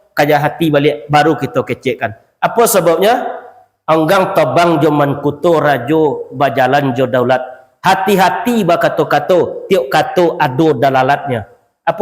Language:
Minangkabau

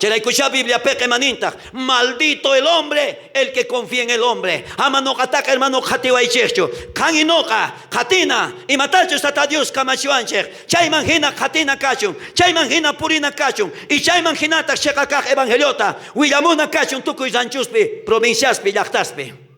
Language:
South Bolivian Quechua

